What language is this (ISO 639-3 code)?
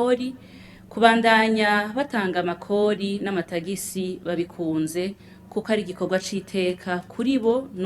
run